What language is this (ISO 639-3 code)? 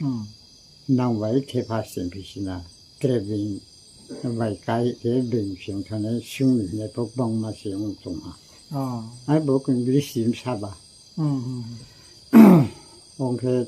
ria